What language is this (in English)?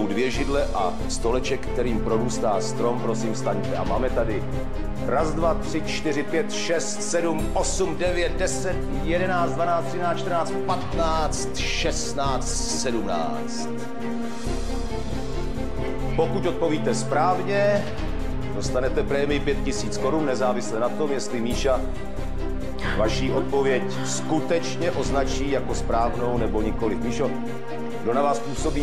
Czech